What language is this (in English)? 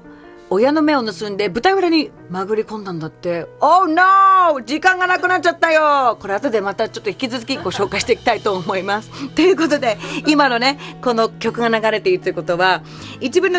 Japanese